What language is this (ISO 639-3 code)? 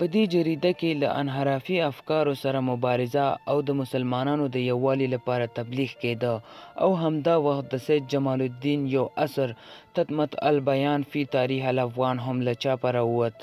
pus